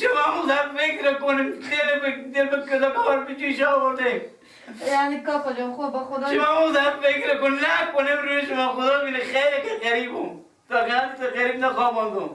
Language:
Persian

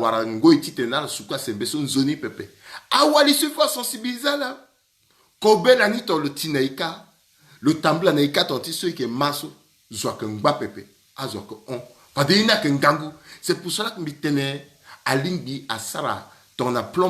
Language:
Sango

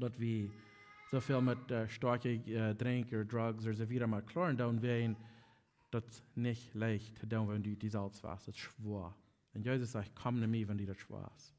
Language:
Plautdietsch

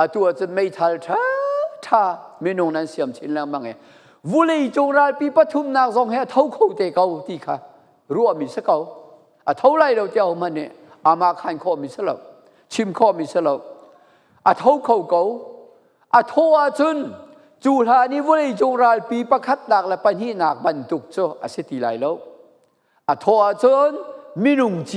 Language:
Falam Chin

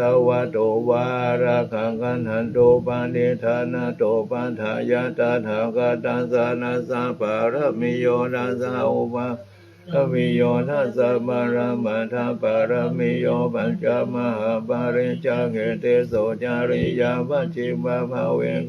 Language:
Pali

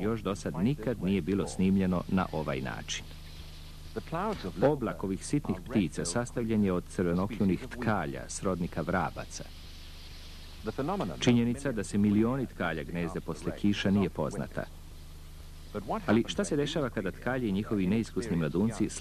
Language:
Serbian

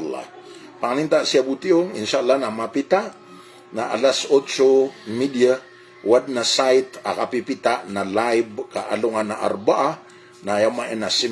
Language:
Maranao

